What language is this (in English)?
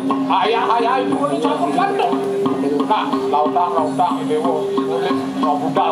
Balinese